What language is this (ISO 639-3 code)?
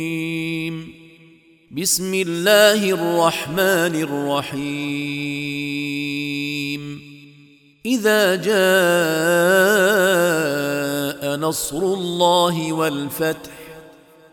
ara